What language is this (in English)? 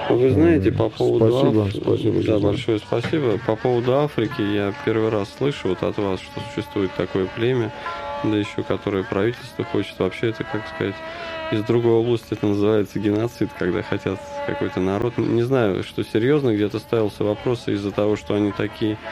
Russian